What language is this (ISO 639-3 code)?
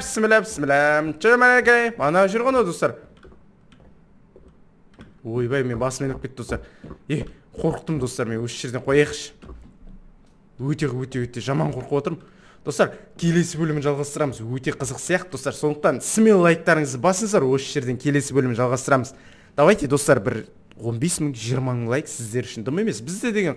kaz